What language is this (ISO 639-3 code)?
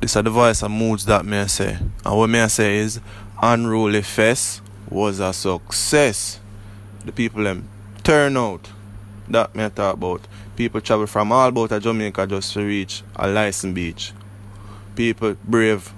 jam